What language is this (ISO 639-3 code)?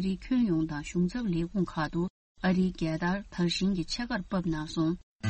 bod